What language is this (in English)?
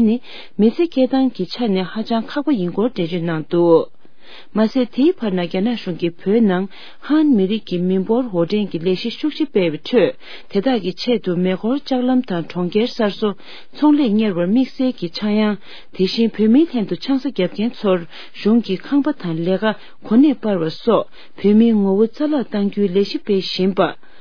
Tibetan